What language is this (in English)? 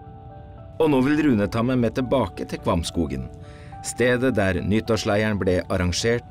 Norwegian